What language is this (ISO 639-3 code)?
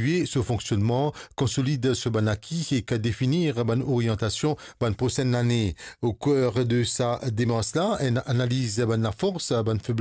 mfe